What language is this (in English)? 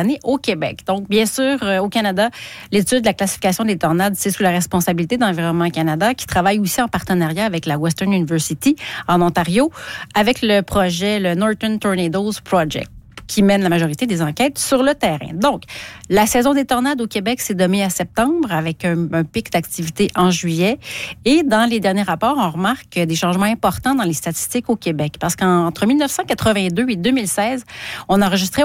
French